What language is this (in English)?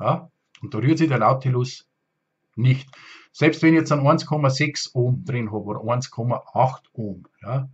Bavarian